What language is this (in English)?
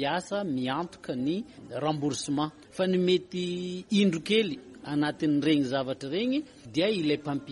Malagasy